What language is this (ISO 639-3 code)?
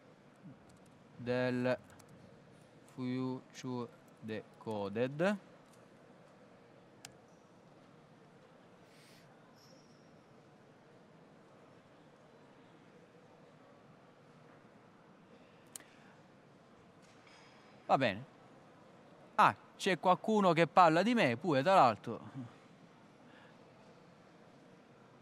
ita